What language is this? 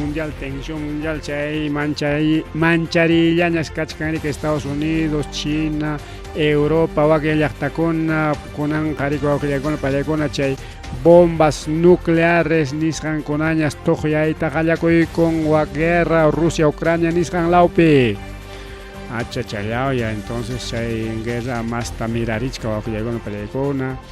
Ayacucho Quechua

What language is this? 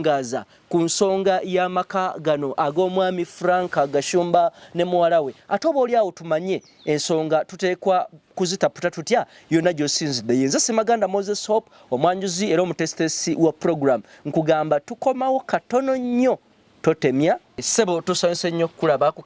Ganda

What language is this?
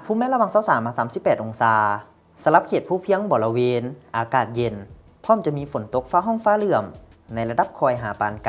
Lao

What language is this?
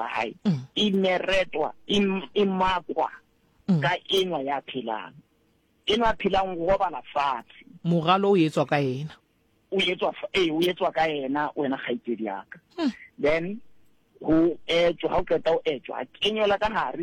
Southern Sotho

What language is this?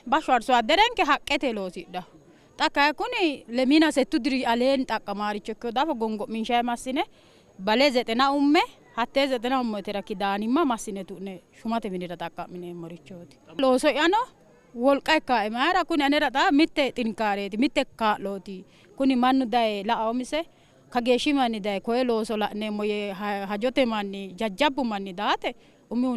Sidamo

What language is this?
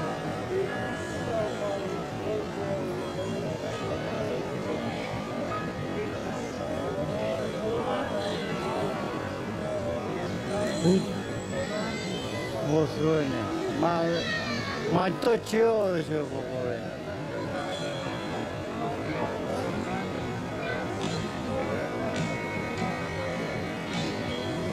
Japanese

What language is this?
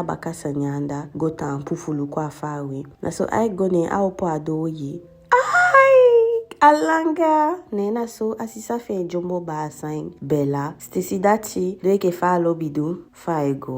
Eastern Maroon Creole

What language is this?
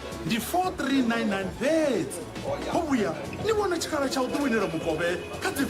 Venda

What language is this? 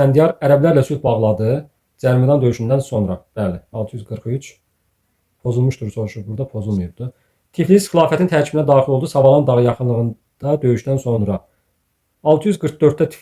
Azerbaijani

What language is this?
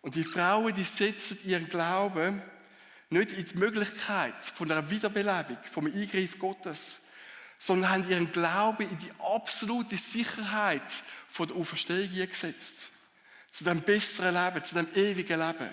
Swiss German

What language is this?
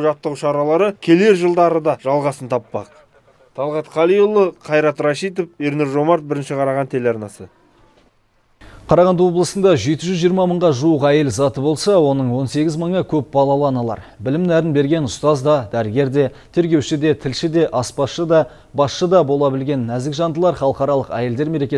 Kazakh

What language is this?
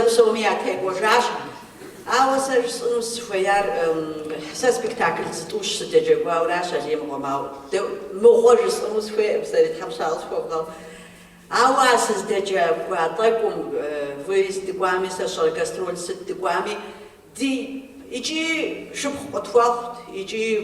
Kabardian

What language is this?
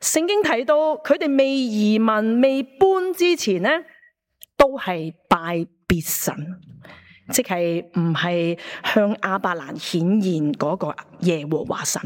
Cantonese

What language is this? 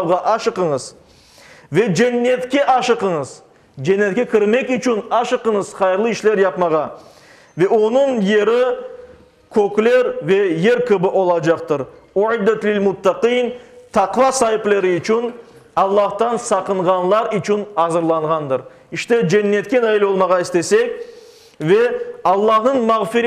Crimean Tatar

